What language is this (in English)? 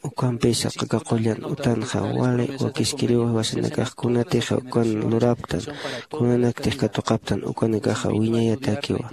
Aymara